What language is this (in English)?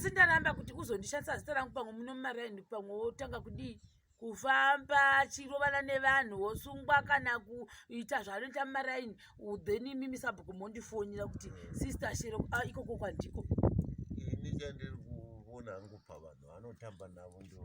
Shona